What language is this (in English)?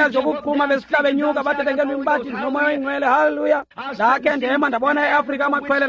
Xhosa